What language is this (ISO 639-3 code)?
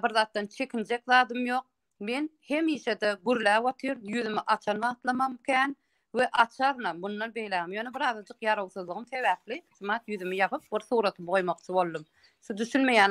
tuk